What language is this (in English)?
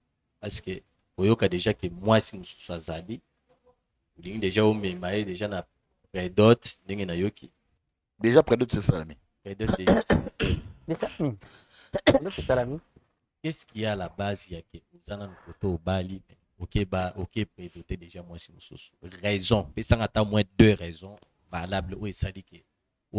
Lingala